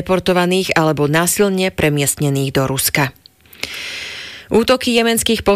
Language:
Slovak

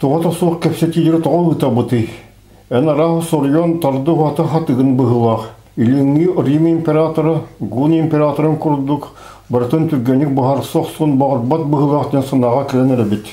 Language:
Yakut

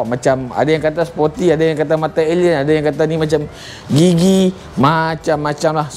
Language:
Malay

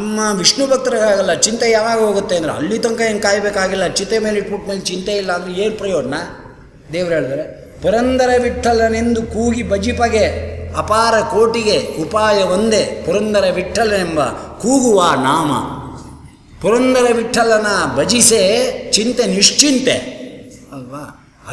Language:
Kannada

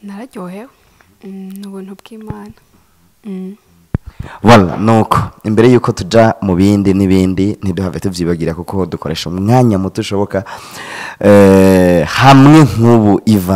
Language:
Rundi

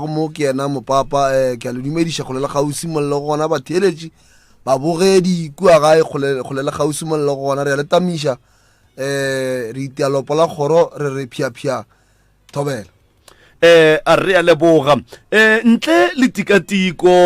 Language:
Northern Sotho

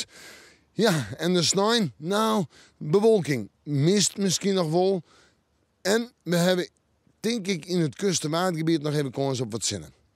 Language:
Western Frisian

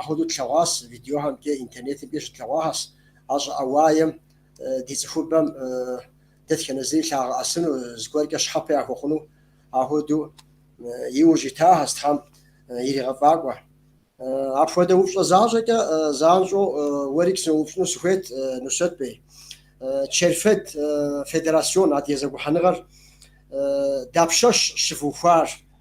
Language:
Kabardian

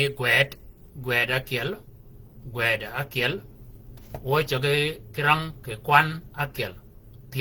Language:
Shilluk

